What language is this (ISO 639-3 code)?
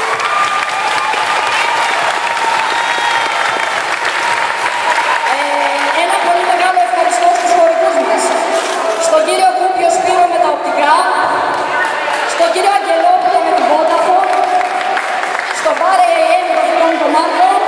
ell